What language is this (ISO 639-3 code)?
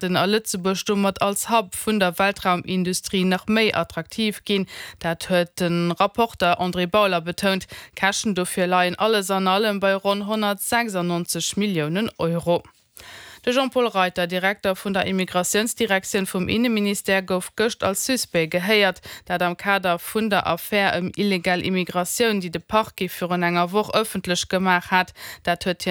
ltz